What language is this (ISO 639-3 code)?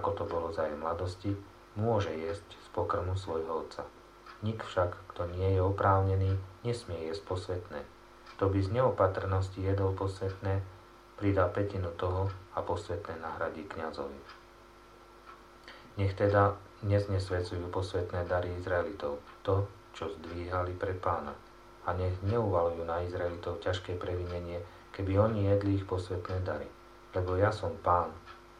slk